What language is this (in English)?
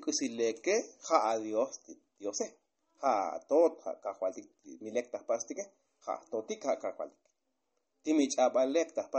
Tzotzil